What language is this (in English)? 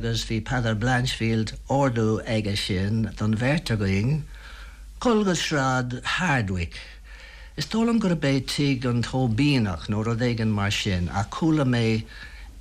Irish